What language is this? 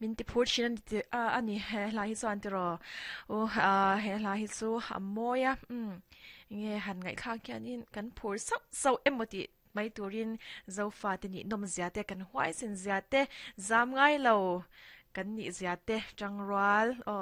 Mizo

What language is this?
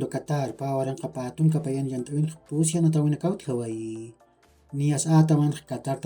Aymara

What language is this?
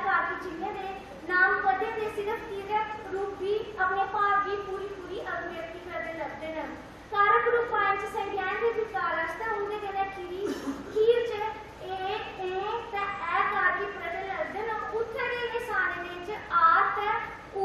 Dogri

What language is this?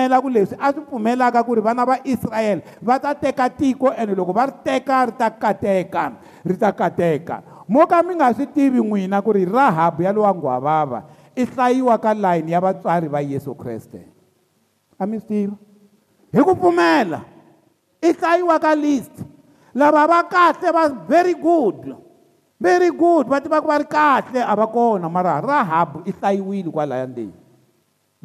Tsonga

